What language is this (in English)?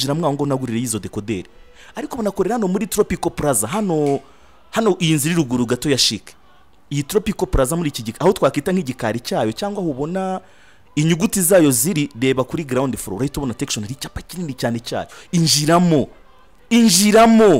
Kinyarwanda